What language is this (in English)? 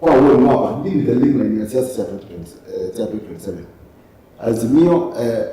Kamba